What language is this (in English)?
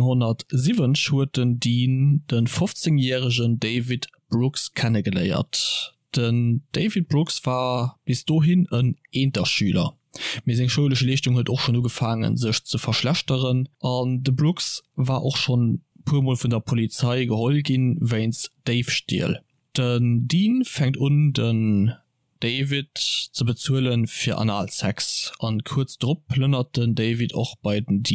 Luxembourgish